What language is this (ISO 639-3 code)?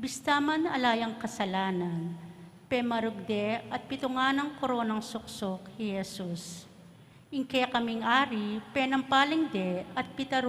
pam